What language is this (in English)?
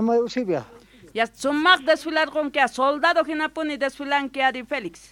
Quechua